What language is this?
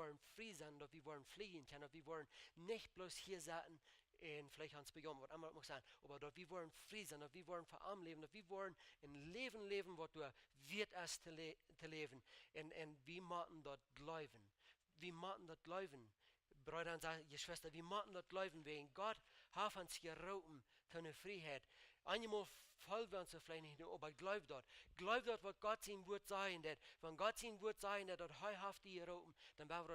Plautdietsch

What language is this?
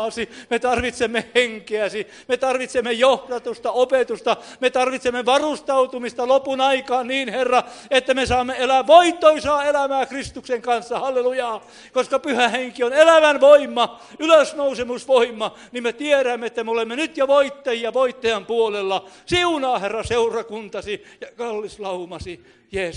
Finnish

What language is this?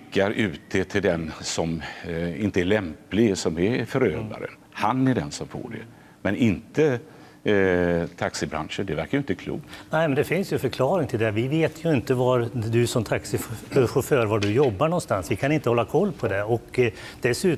Swedish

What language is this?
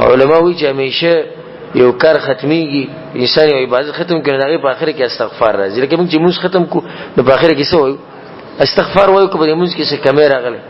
Pashto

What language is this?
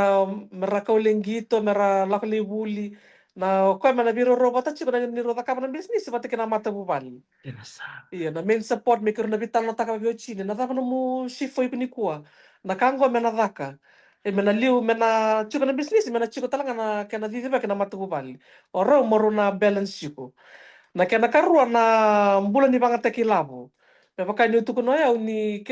Fijian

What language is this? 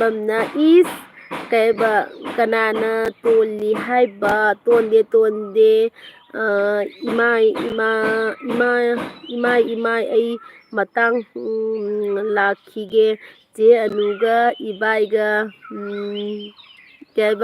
Manipuri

